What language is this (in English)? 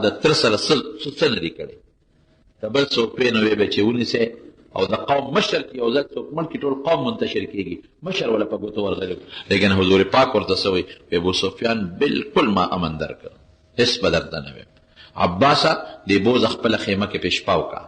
Pashto